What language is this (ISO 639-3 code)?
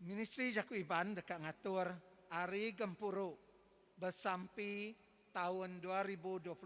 iba